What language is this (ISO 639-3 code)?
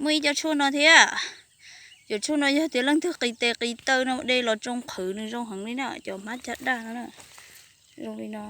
hmn